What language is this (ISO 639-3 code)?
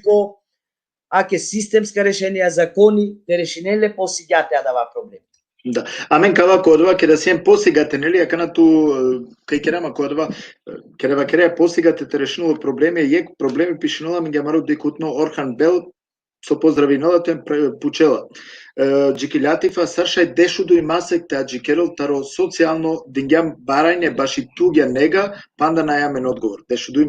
rmn